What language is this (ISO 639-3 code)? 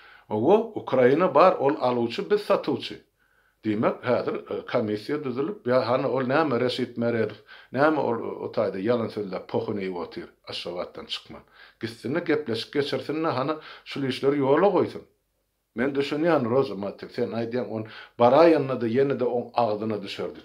tuk